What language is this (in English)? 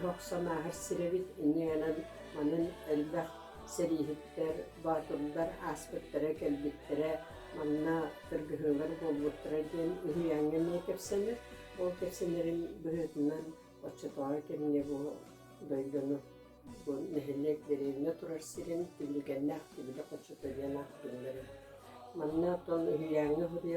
Yakut